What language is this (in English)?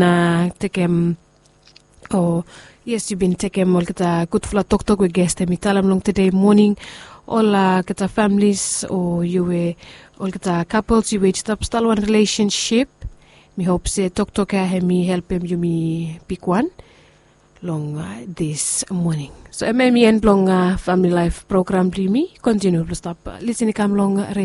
Bislama